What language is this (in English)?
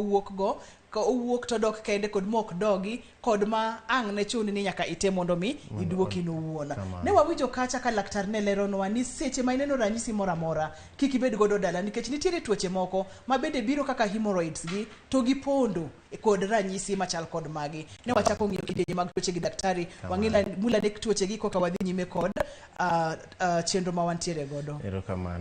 Luo (Kenya and Tanzania)